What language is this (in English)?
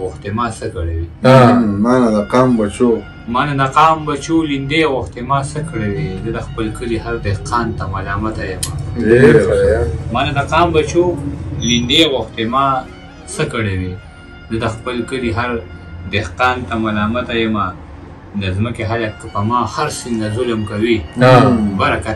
Pashto